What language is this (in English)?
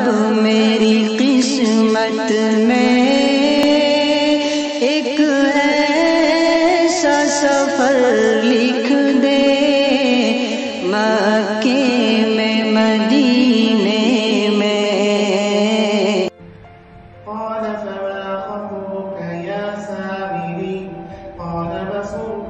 Urdu